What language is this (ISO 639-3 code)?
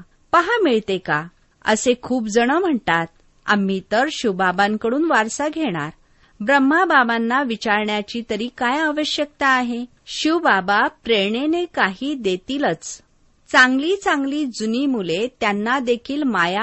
mar